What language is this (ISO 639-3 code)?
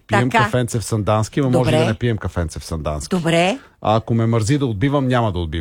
bul